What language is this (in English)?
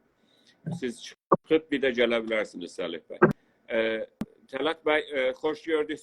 South Azerbaijani